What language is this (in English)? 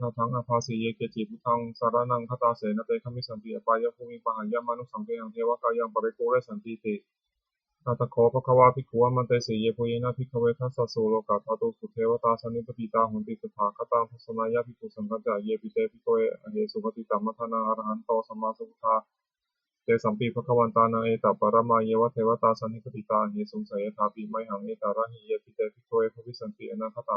Pali